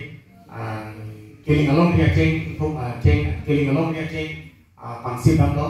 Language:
Karbi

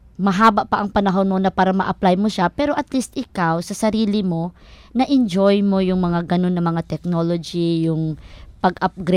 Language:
Filipino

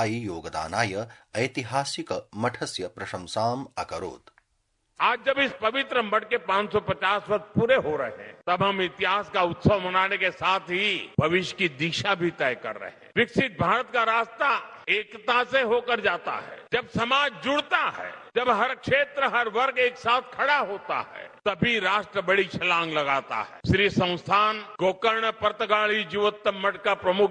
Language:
Sanskrit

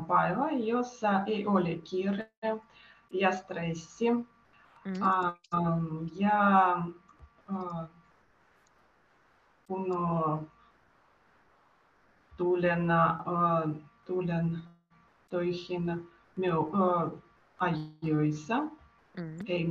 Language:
Finnish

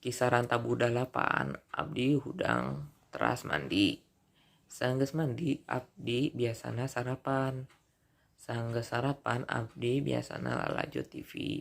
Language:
Sundanese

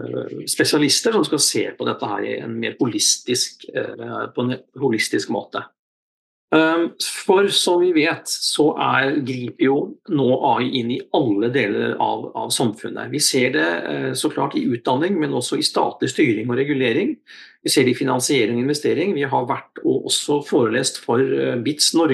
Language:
Norwegian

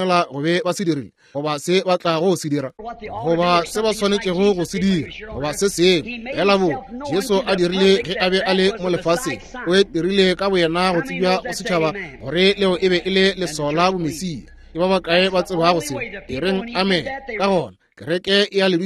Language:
Northern Sotho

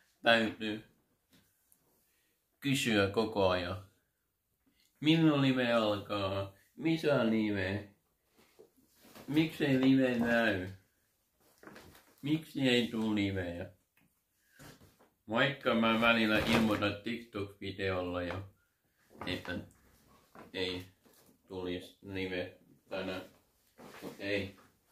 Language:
Finnish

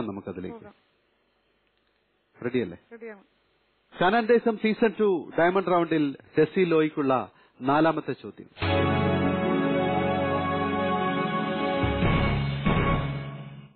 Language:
Malayalam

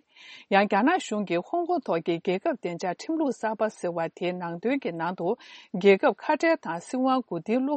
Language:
Tibetan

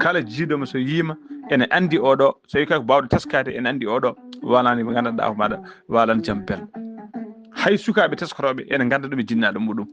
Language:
Fula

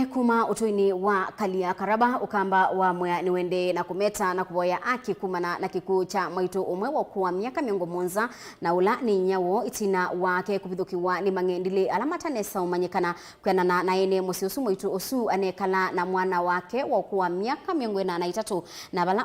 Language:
Kamba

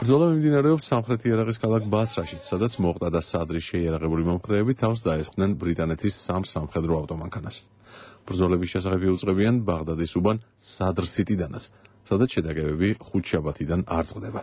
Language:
Georgian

